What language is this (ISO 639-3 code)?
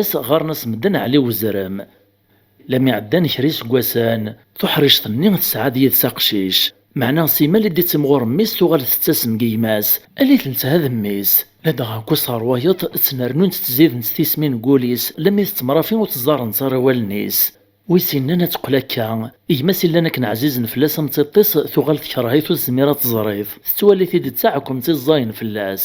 kab